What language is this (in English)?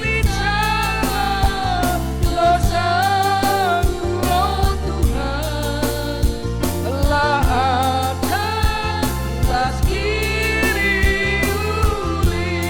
Batak Karo